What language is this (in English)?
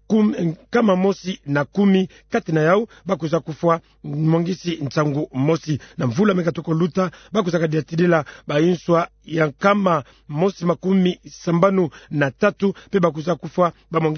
Kituba (Democratic Republic of Congo)